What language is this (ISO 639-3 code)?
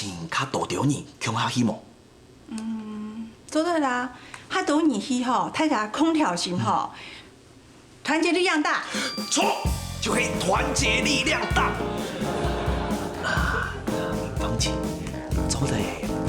hak